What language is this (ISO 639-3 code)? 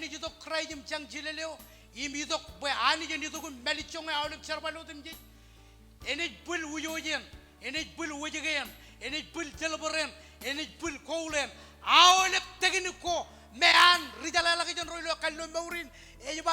mah